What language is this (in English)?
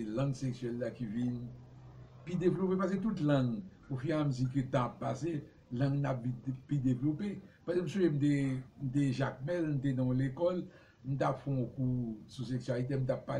Haitian Creole